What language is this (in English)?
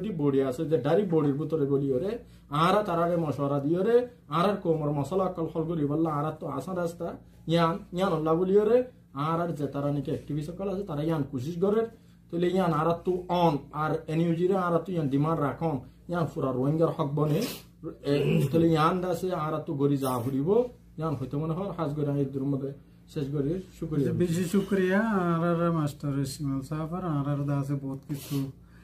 Rohingya